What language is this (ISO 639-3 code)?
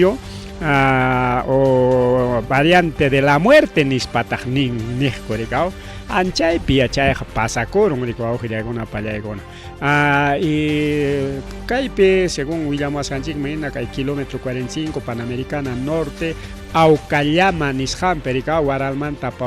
quy